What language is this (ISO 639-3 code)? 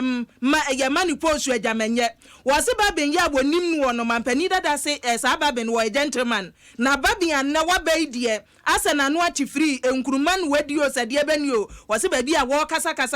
aka